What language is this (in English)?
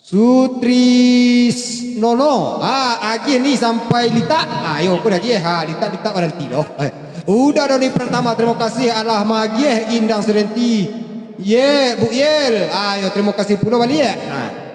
Minangkabau